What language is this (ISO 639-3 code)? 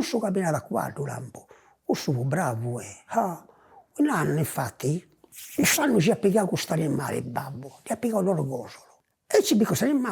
srd